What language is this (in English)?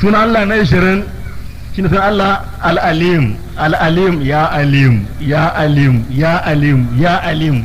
Hausa